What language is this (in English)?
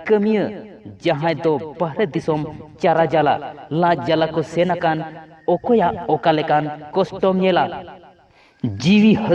Santali